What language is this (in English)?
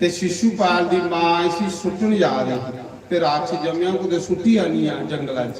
Dogri